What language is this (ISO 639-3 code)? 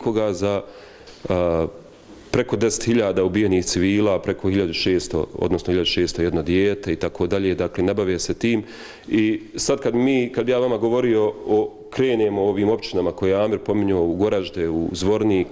bos